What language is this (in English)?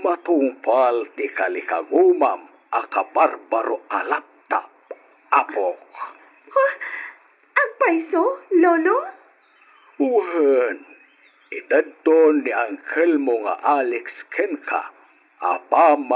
Iloko